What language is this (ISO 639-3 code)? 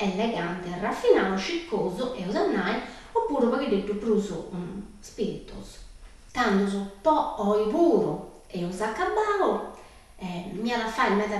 srd